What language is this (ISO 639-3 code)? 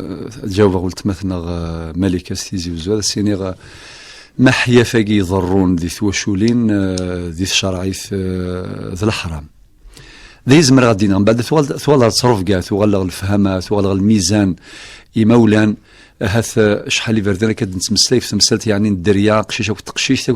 kab